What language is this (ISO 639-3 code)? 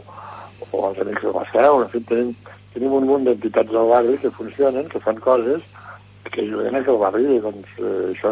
cat